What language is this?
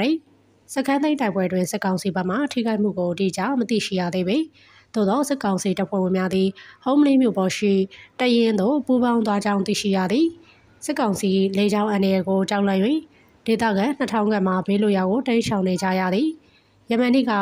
Burmese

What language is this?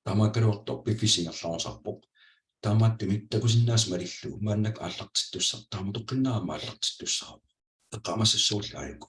Kalaallisut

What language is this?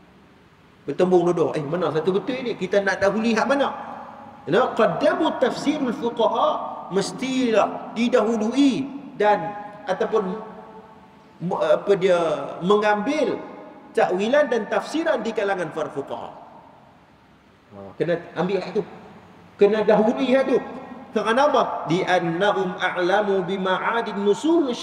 Malay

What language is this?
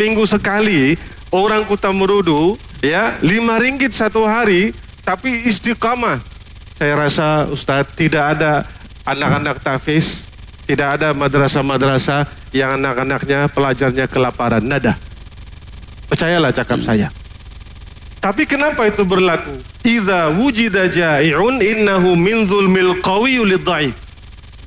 Malay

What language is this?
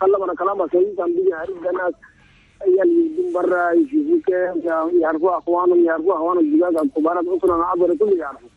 Chadian Arabic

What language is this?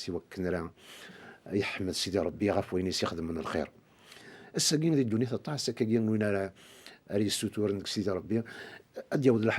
Kabyle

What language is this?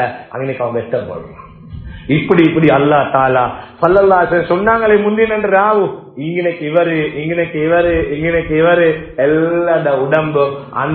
Tamil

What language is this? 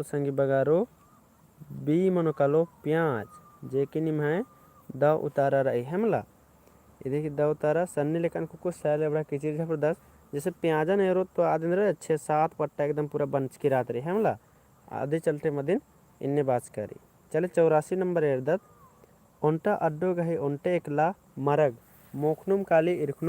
Kurukh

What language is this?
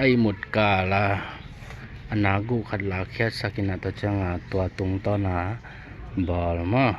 Tedim Chin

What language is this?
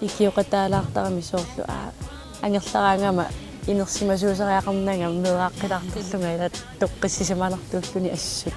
Kalaallisut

